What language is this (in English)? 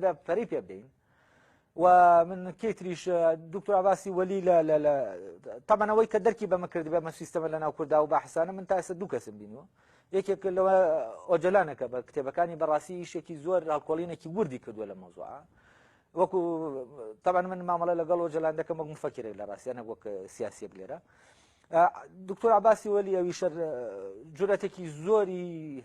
Central Kurdish